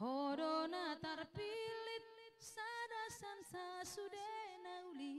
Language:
Batak Simalungun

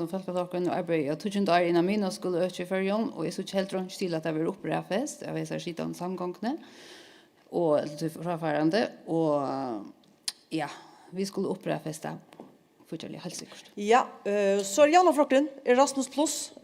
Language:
Faroese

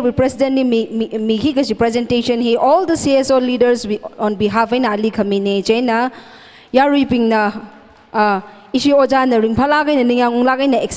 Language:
Tangkhul Naga (India)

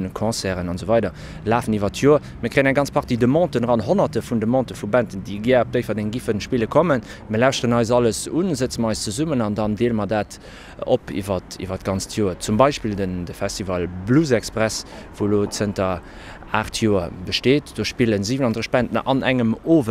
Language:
Luxembourgish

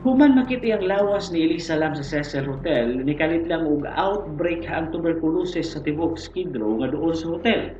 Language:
Cebuano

